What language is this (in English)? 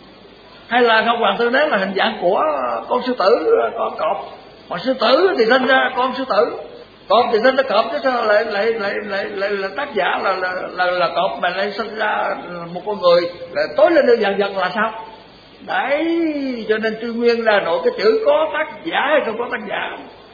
Vietnamese